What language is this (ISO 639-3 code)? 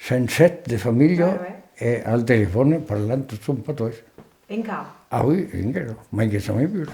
oci